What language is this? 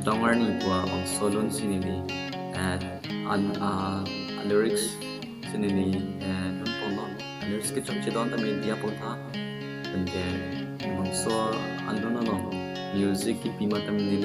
Karbi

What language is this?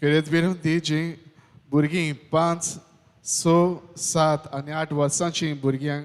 Konkani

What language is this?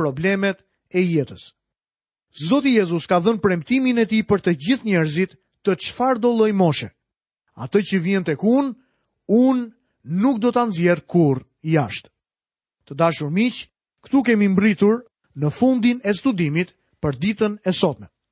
Albanian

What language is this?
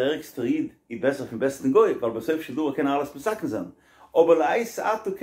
Yiddish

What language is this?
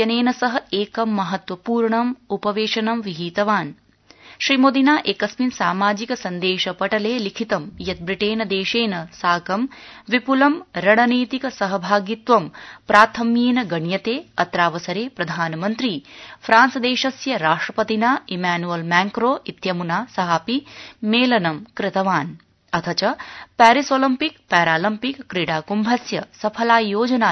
Sanskrit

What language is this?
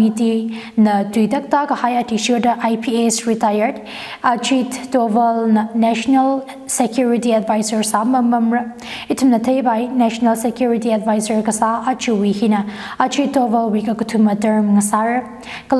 Tangkhul Naga (India)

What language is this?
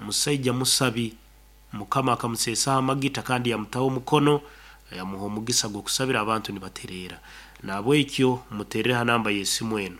Nyoro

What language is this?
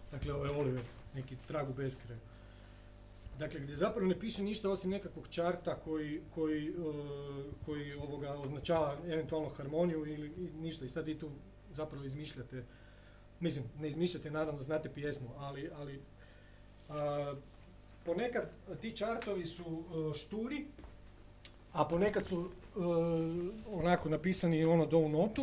Croatian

